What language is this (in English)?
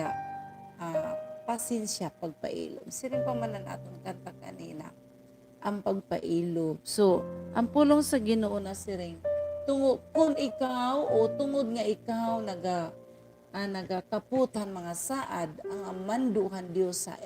Waray